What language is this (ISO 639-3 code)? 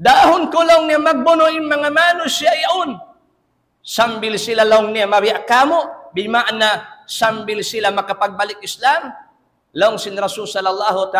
tsg